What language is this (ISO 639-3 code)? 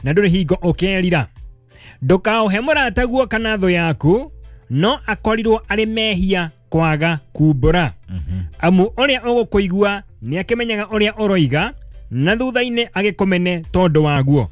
kik